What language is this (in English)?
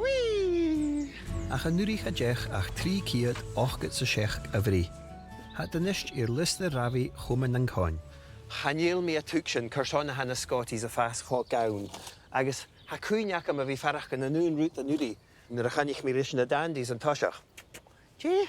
Scottish Gaelic